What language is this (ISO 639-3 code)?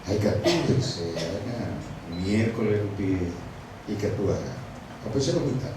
grn